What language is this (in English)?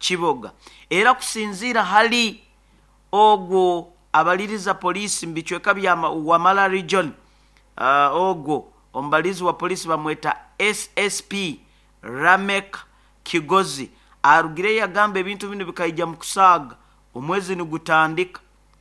Nyoro